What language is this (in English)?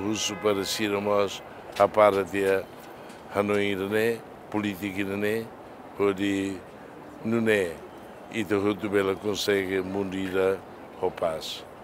Tetum